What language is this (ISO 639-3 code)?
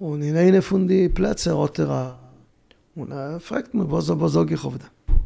yid